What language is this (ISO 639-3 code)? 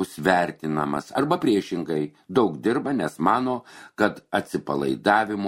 lit